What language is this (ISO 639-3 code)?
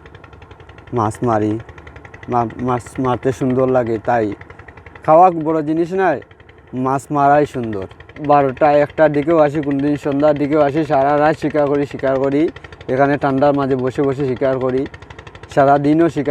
syl